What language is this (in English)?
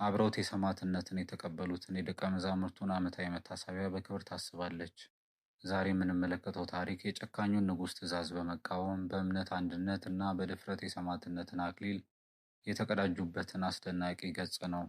Amharic